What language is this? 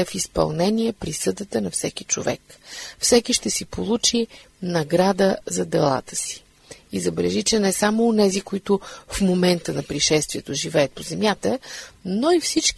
Bulgarian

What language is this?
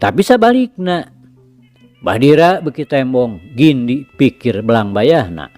Sundanese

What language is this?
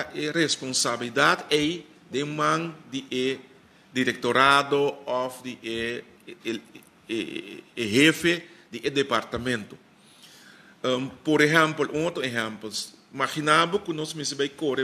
Papiamento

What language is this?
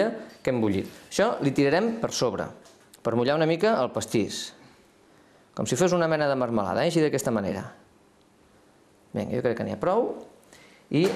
Catalan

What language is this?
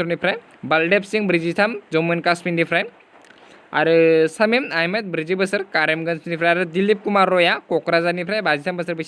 Bodo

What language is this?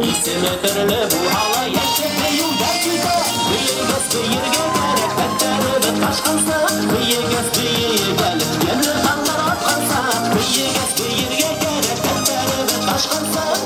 Bashkir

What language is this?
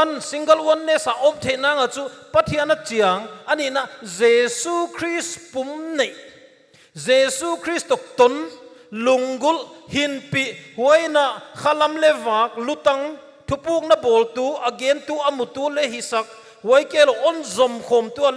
Paite Chin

